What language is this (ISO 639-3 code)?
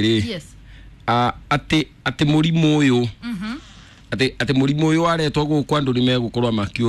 kik